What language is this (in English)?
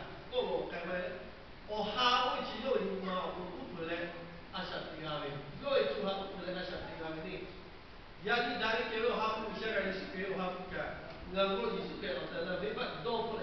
Lahu